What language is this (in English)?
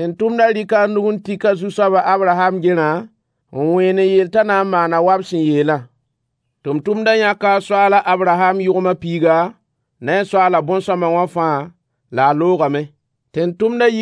Mossi